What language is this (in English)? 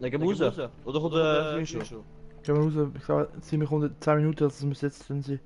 Swiss German